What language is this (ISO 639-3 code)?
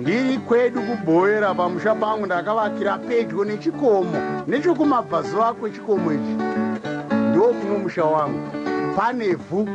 sna